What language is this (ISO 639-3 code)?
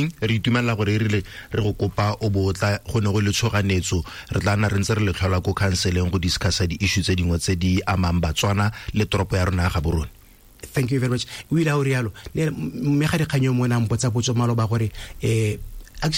tsn